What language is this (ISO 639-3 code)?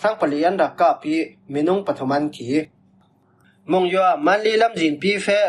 cfm